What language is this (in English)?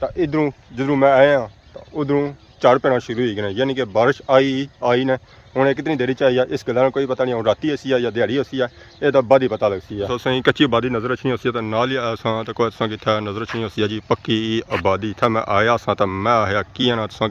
Pahari-Potwari